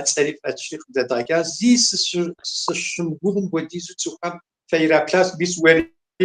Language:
Kabardian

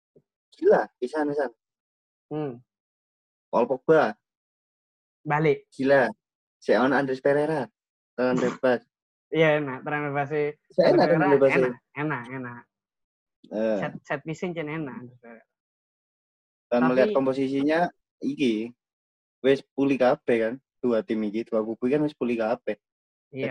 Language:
Indonesian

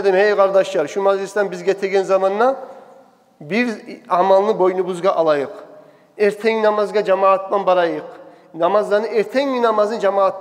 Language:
Kumyk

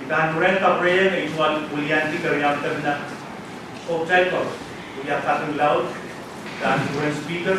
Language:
Pohnpeian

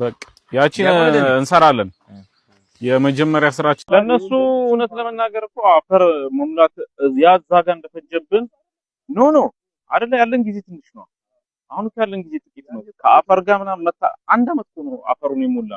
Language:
Amharic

